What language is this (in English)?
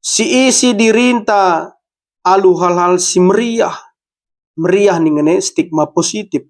Batak Karo